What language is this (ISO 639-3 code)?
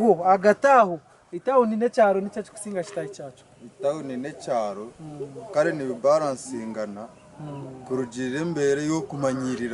nyn